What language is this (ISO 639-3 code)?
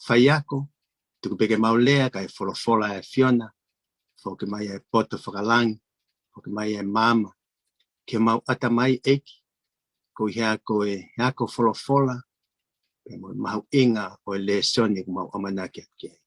ton